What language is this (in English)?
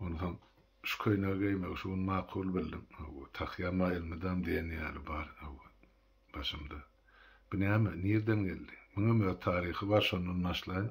Turkmen